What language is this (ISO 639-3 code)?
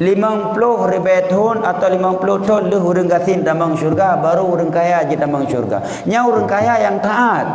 ace